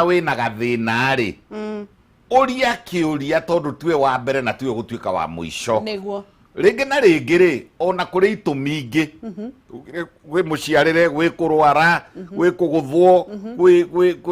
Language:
Kikuyu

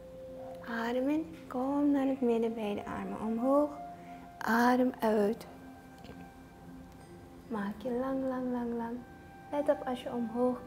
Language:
Dutch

